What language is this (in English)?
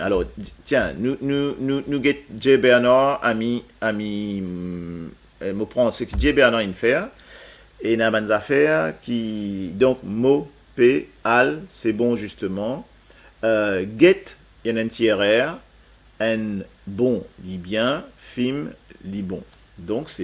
Morisyen